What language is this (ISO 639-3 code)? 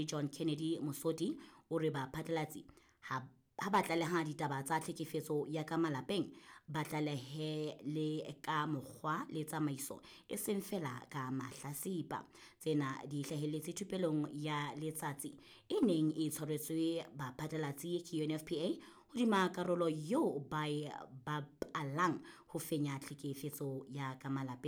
sot